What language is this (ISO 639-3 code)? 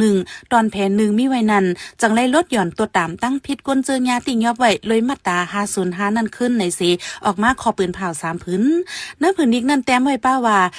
shn